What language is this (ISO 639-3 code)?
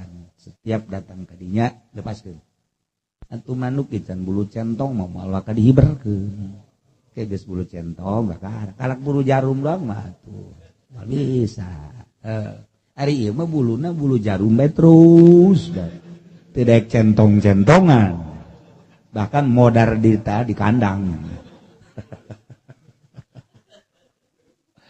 sun